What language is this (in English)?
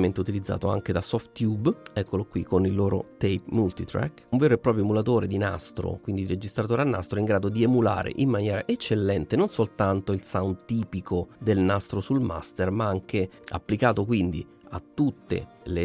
Italian